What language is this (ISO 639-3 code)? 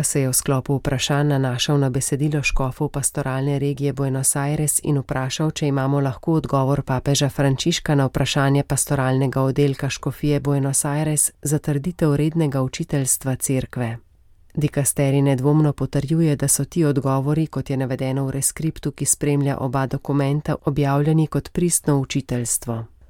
slv